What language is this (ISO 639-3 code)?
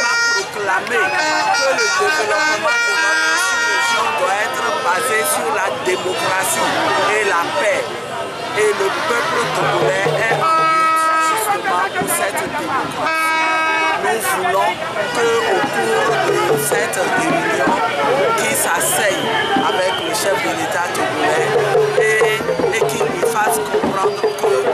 fra